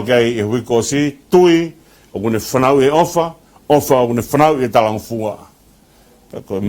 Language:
Tongan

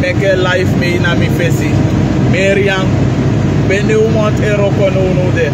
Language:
Sranan Tongo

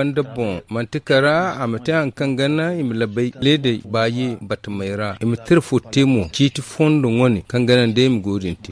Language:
Zarma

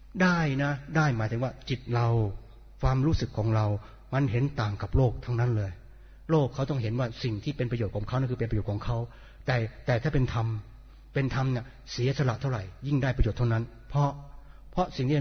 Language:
Thai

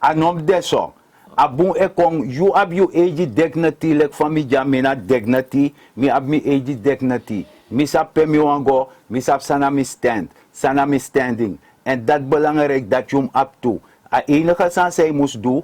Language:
Sranan Tongo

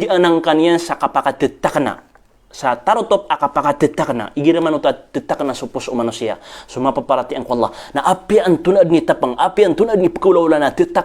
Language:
Maranao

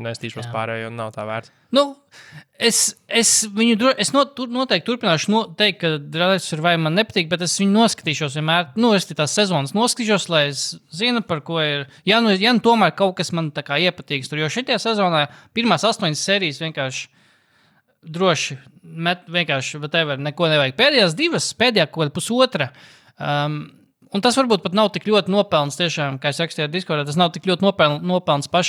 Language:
Latvian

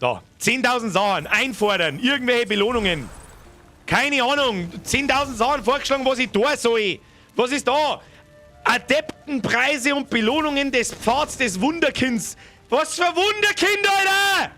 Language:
Bavarian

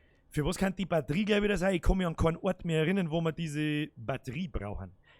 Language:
Bavarian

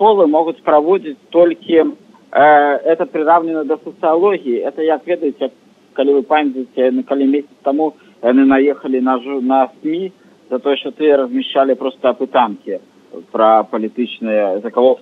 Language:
Belarusian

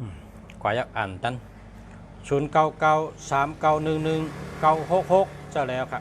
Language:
Shan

